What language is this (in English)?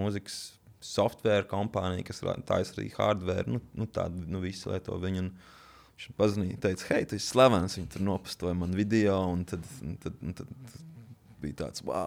Latvian